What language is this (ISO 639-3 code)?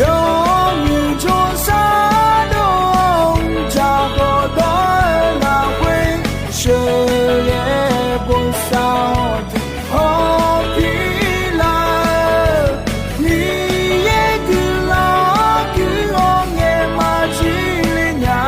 ahk